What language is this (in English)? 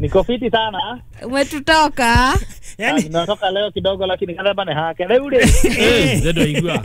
Kikuyu